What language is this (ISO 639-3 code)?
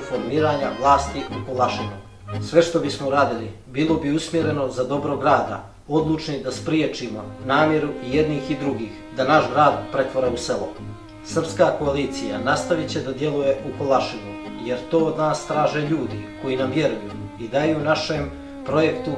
bos